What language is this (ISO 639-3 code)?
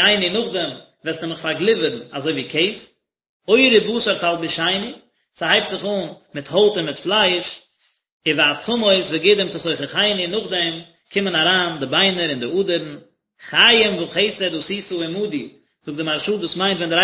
yid